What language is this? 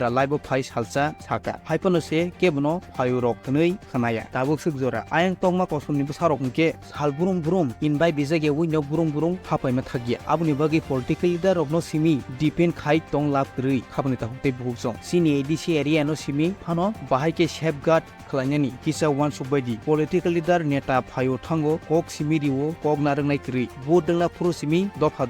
Kok Borok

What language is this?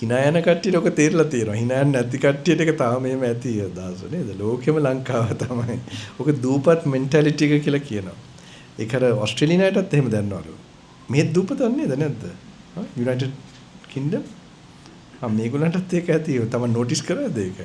Sinhala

